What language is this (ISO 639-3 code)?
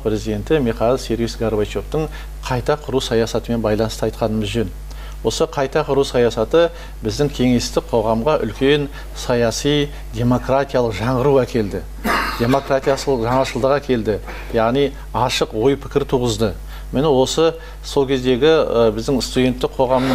kaz